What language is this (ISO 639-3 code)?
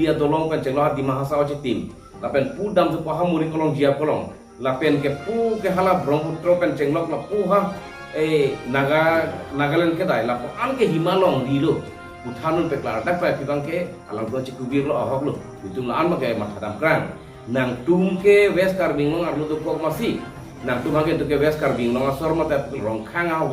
mjw